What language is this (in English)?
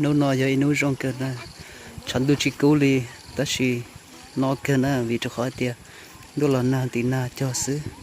Hmong